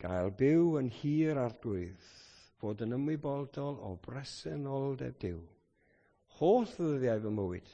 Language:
Welsh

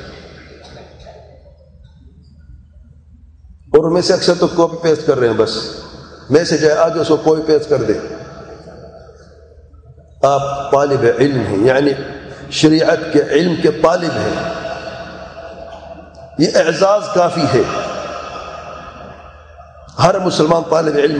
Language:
Urdu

